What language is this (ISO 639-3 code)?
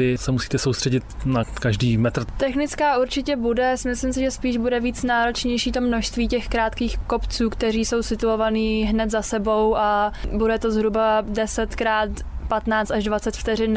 ces